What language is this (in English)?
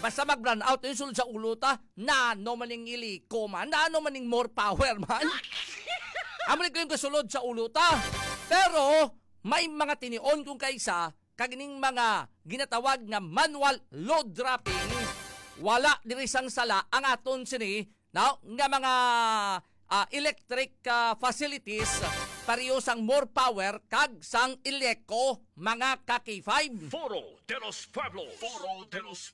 Hiligaynon